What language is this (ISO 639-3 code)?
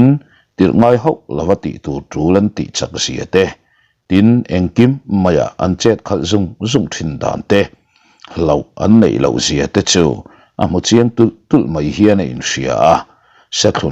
lus